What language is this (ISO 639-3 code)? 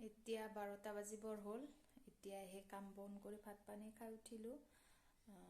asm